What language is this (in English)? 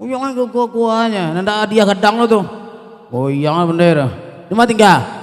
Minangkabau